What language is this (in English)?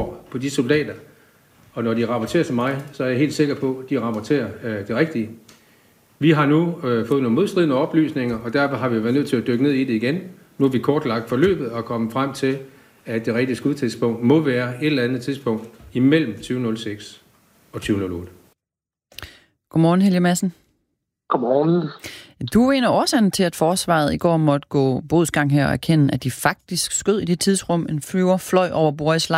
Danish